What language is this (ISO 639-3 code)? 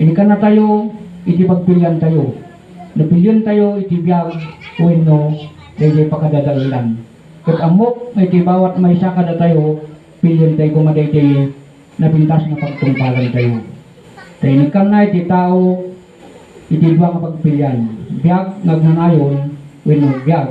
ilo